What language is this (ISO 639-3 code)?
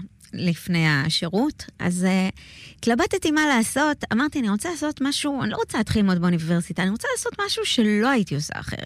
heb